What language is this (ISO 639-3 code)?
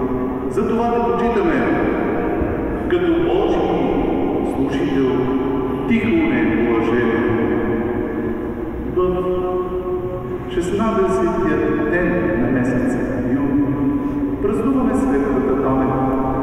bul